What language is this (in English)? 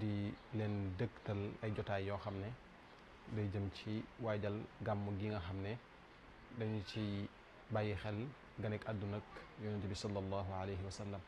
Wolof